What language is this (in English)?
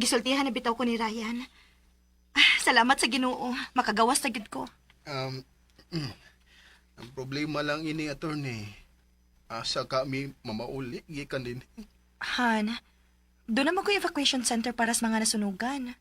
Cebuano